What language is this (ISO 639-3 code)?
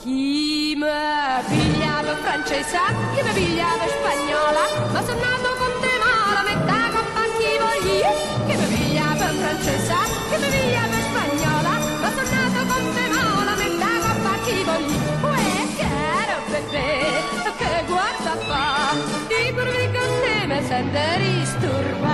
nap